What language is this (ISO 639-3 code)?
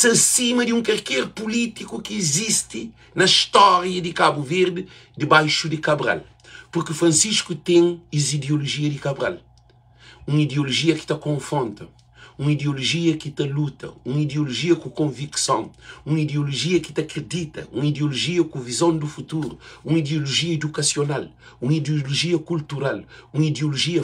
kea